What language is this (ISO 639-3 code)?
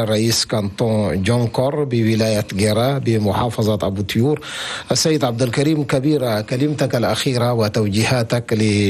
shu